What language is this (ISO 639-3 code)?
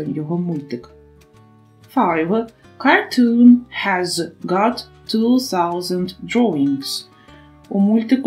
ukr